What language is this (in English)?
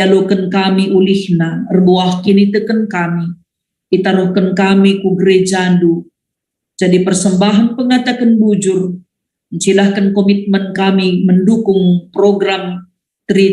Batak Karo